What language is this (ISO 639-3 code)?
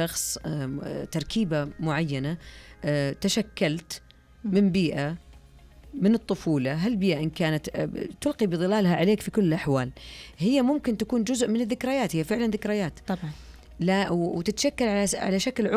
ars